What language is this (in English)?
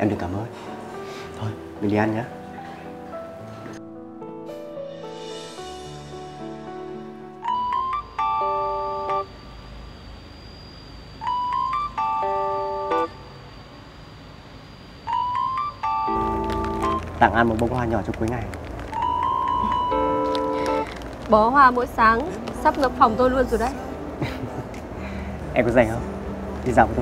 Vietnamese